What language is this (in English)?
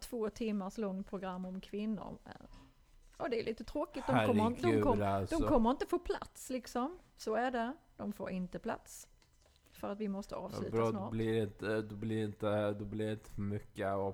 Swedish